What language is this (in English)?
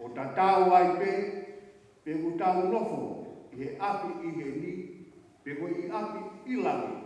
Tongan